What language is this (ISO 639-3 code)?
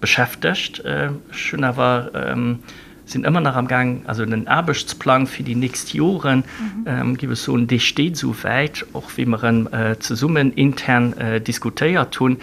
ltz